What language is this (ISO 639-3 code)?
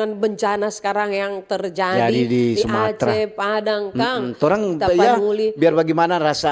xmm